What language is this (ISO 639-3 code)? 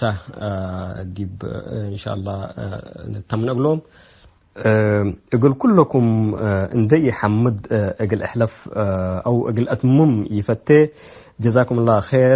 tig